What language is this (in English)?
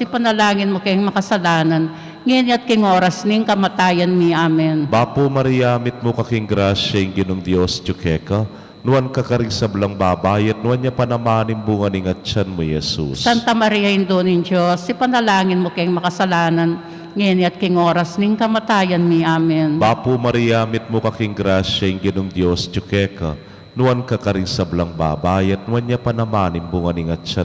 Pampanga